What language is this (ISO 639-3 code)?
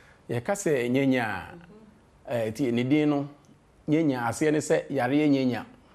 aka